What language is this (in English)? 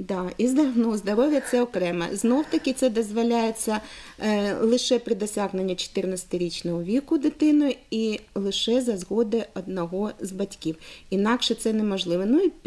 Ukrainian